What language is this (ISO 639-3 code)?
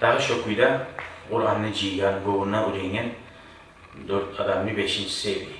kum